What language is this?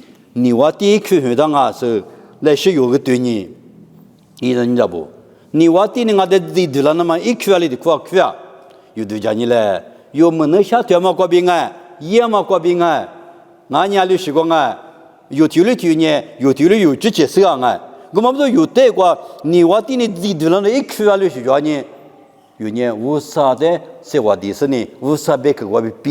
Lisu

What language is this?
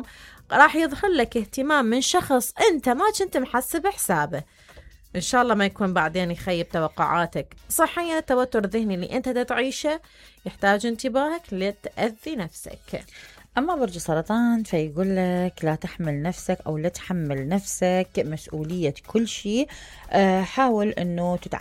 Mesopotamian Arabic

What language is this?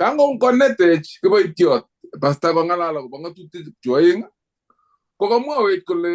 Kalenjin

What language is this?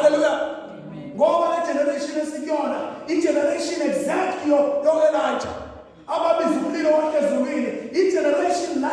Zulu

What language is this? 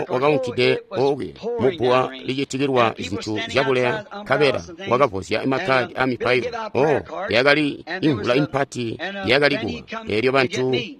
Tonga (Zambia)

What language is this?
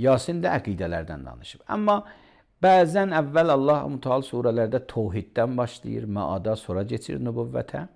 Azerbaijani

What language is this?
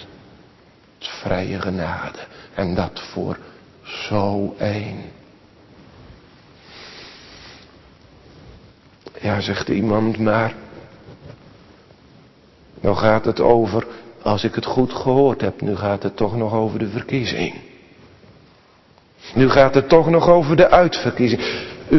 Dutch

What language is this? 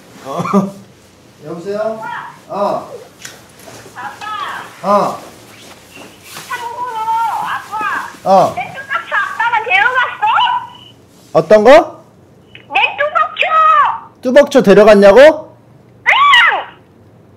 Korean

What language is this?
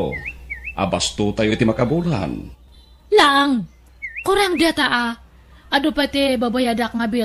Iloko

